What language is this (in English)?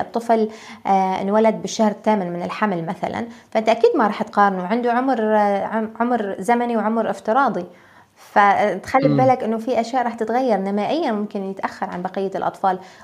North Levantine Arabic